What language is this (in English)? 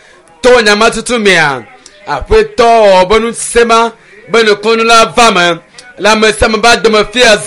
Ewe